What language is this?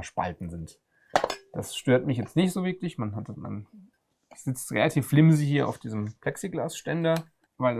German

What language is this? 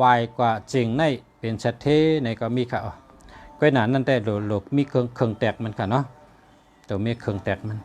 Shan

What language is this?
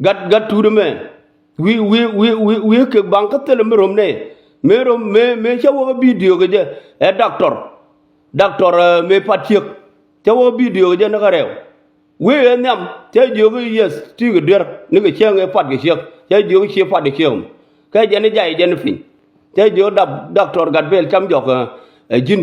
Nuer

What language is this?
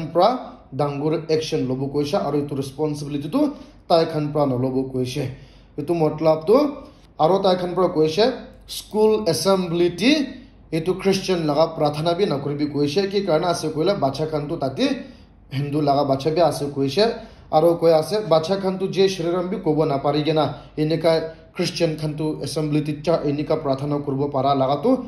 Naga Pidgin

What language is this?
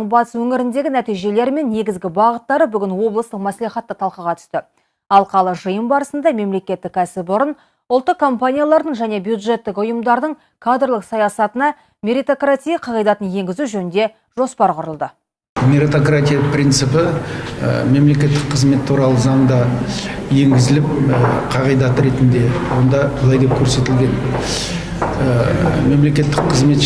Kazakh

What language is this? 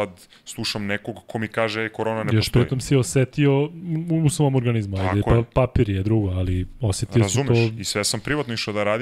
Serbian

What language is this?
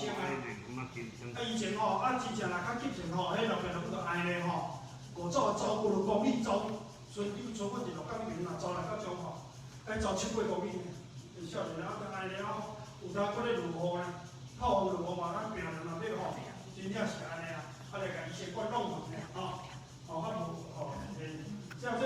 Min Nan Chinese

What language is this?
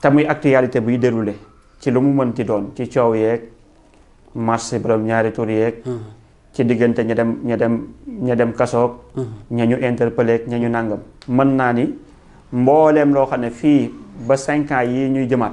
Wolof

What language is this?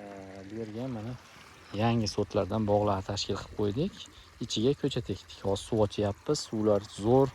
Uzbek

